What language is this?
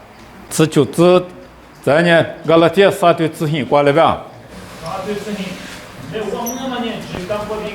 Lisu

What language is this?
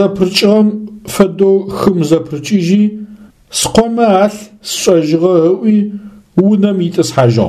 Adyghe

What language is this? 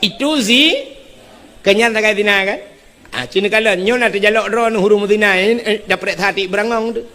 Achinese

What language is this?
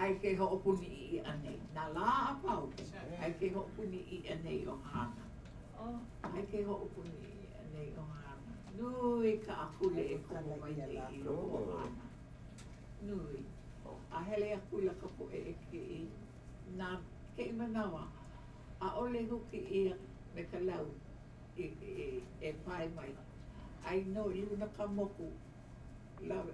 Hawaiian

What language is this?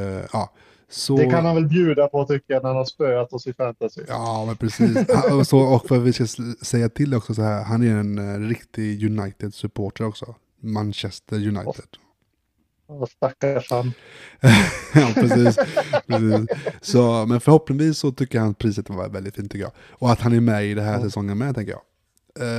Swedish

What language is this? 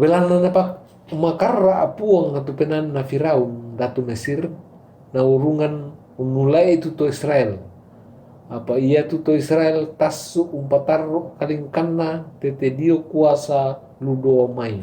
Toraja-Sa'dan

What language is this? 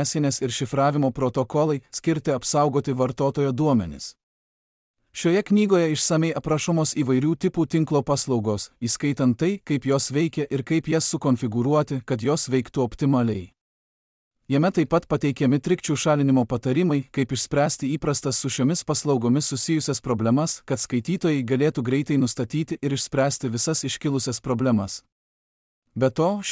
Lithuanian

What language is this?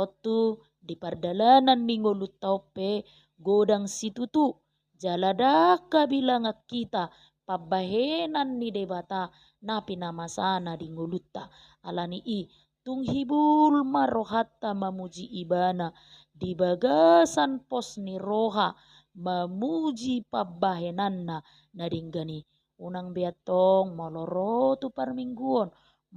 Batak Toba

